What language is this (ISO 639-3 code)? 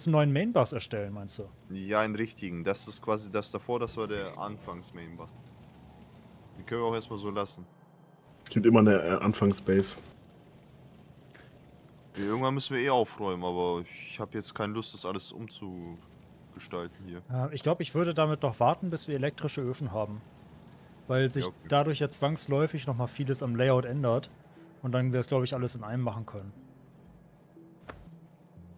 deu